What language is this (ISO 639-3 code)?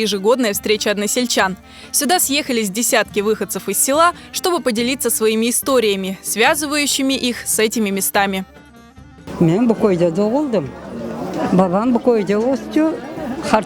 crh